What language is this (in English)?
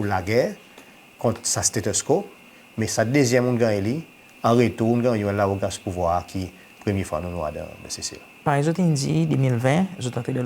Seselwa Creole French